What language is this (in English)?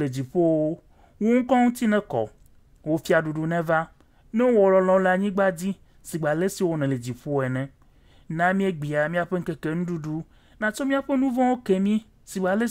Ewe